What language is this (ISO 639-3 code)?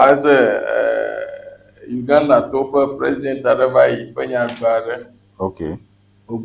ewe